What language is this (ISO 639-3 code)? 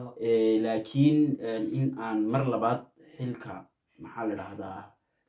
som